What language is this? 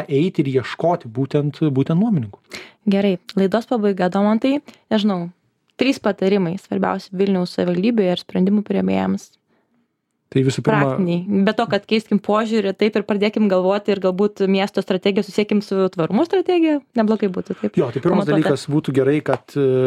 Lithuanian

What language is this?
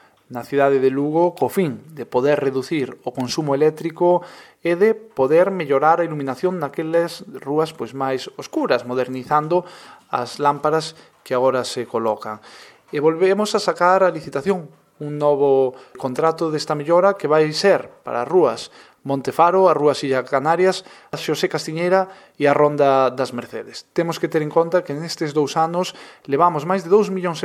Galician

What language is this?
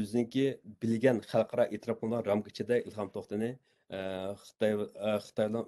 Uyghur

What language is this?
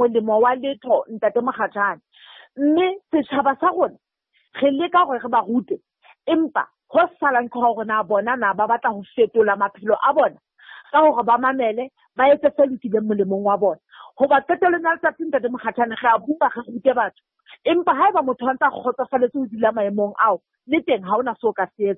Southern Sotho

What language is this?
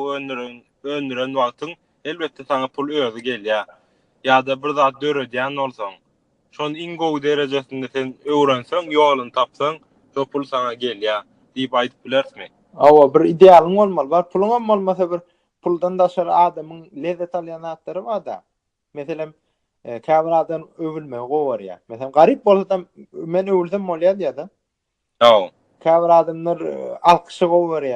Turkmen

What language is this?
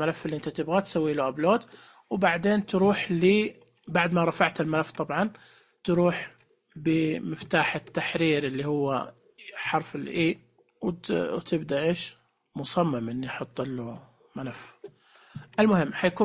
Najdi Arabic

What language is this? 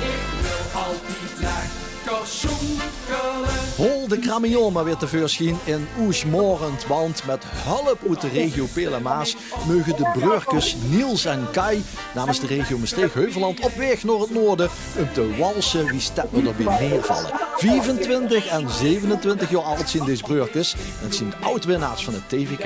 Limburgish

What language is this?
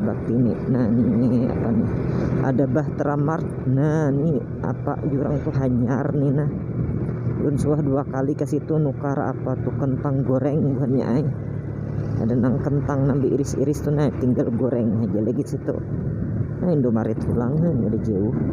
Banjar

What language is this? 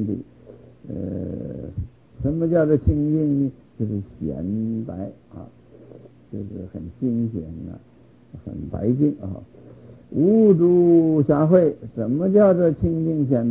Chinese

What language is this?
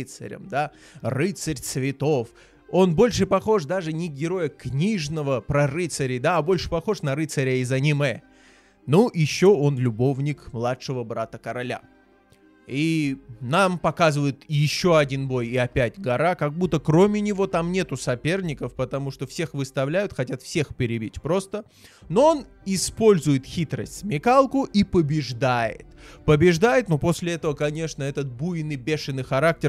Russian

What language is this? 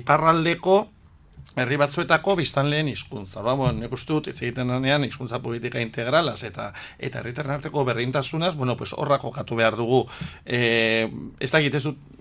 Basque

